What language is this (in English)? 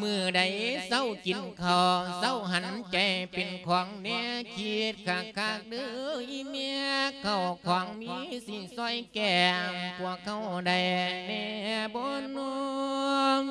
Lao